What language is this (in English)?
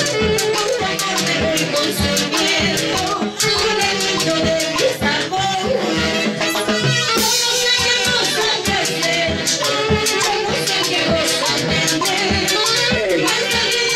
Spanish